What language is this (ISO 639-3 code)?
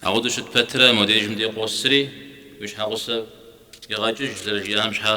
kbd